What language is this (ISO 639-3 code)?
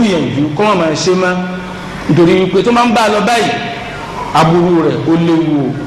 yor